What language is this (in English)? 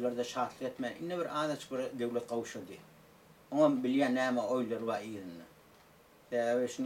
Turkmen